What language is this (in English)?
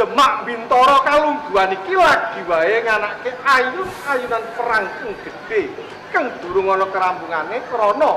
Javanese